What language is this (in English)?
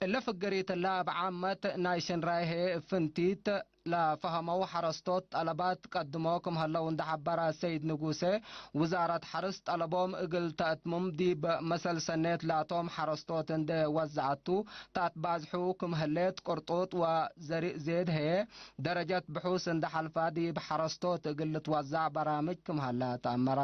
Tigre